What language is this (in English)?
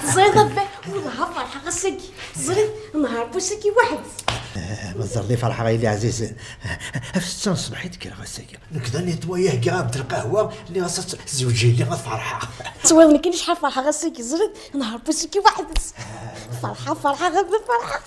Kabyle